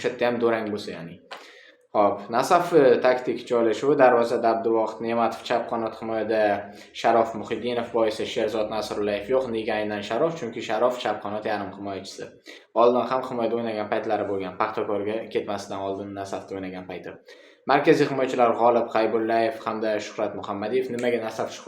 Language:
Uzbek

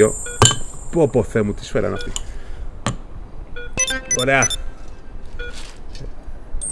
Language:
Greek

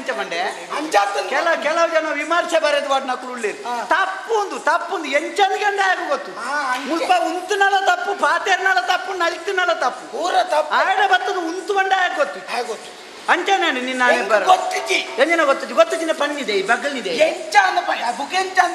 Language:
Tulu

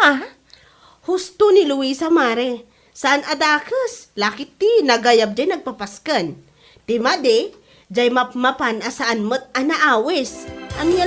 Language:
Iloko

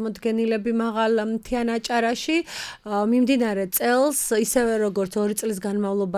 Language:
Georgian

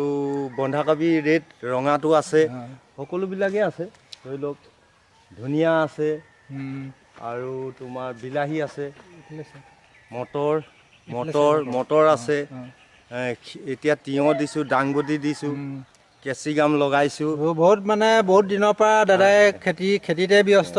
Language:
Assamese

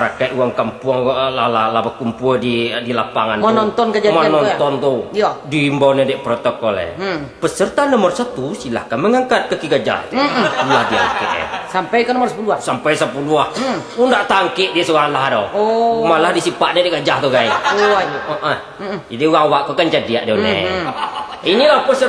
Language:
Minangkabau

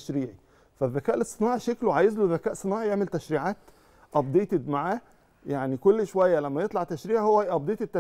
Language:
Egyptian Arabic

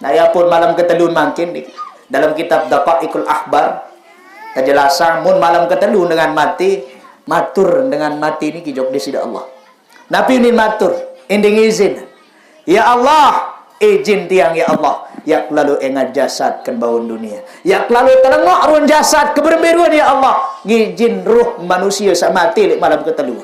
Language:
Sasak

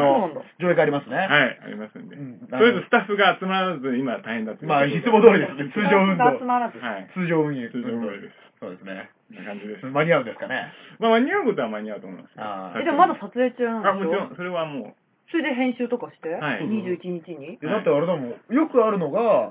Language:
Japanese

